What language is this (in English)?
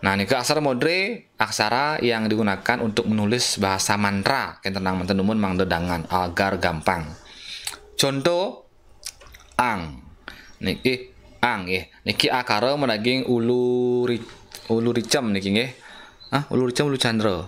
Balinese